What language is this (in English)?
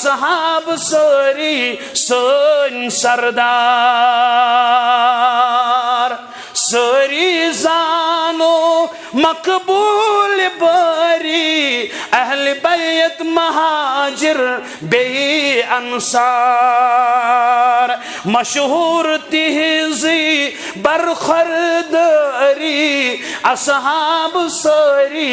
Kashmiri